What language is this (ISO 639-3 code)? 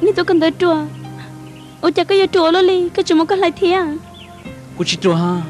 hmn